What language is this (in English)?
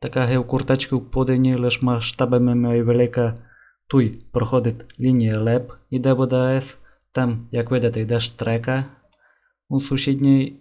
Rusyn